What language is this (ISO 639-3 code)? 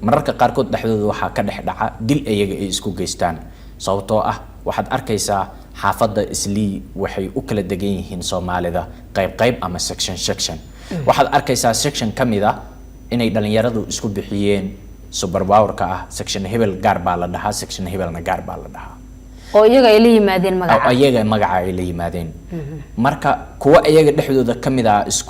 som